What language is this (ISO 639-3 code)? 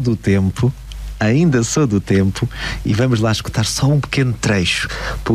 por